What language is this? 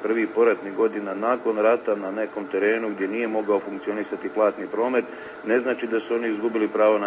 Serbian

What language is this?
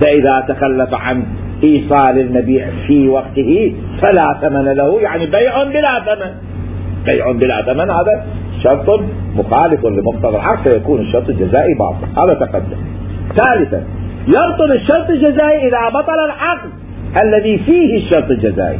Mesopotamian Arabic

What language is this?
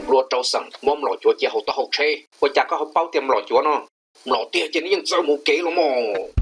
Hmong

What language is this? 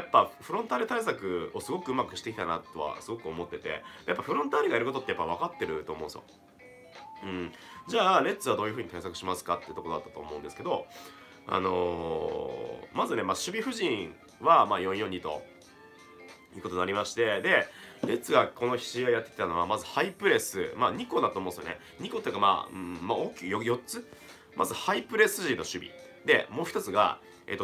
Japanese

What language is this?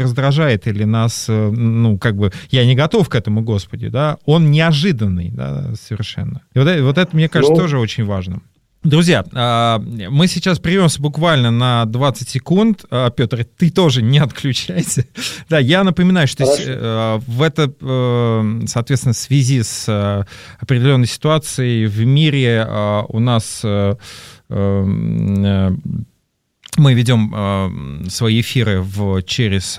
Russian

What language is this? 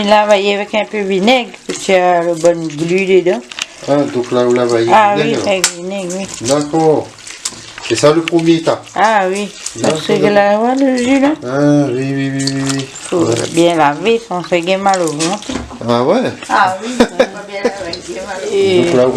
Réunion Creole French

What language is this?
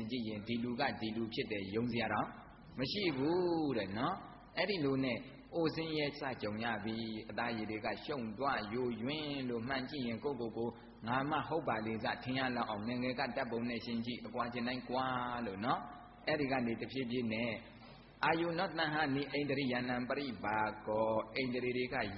Burmese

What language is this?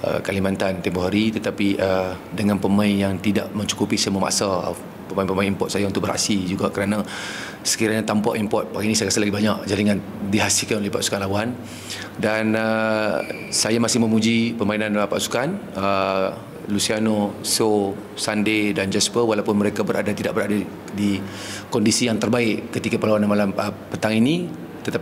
Malay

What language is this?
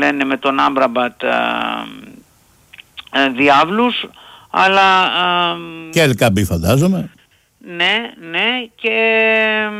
Greek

